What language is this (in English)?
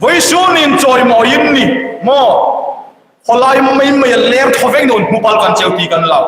Hmar